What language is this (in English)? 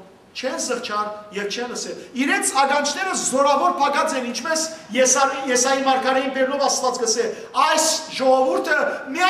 Western Armenian